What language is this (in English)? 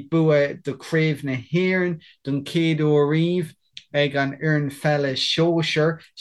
Irish